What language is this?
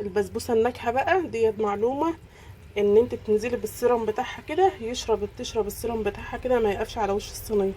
Egyptian Arabic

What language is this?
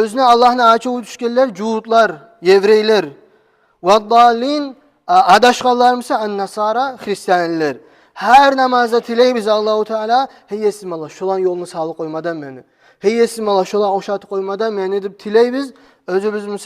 Kumyk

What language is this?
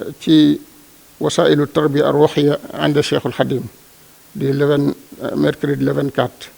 Wolof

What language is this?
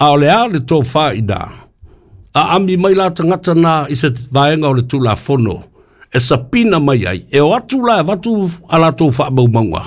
Samoan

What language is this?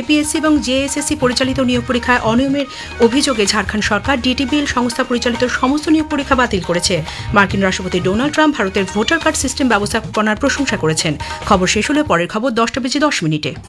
Bangla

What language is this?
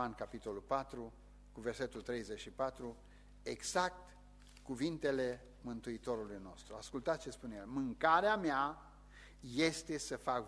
Romanian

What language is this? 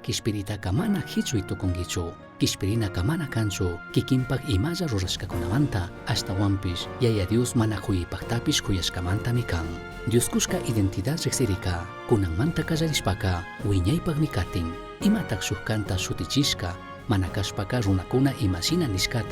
Chimborazo Highland Quichua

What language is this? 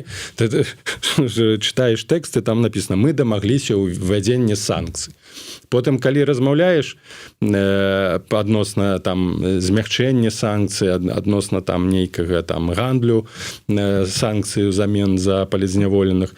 Belarusian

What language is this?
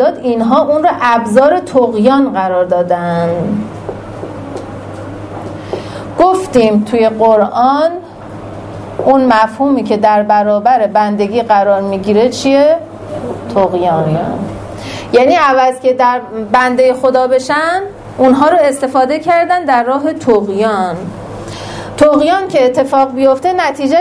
Persian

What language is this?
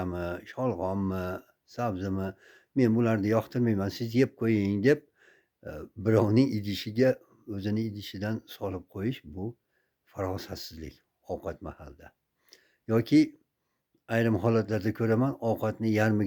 Uzbek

